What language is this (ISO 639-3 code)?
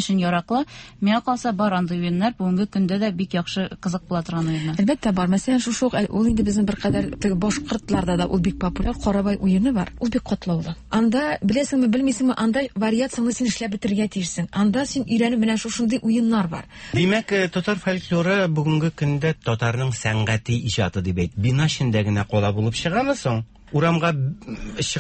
tat